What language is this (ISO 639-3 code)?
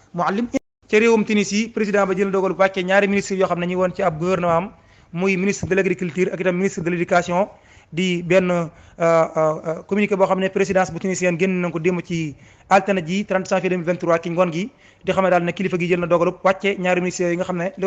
wol